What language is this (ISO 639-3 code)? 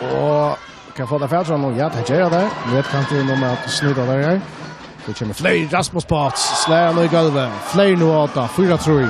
fao